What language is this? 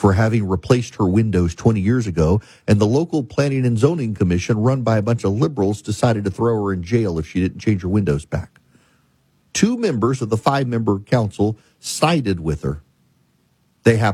English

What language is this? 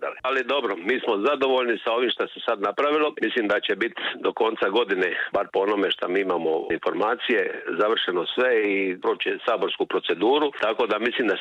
Croatian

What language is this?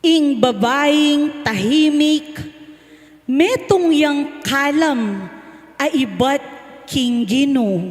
Pampanga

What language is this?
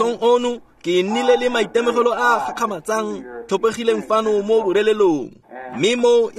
Tswana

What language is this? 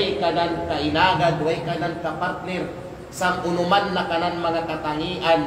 Kalagan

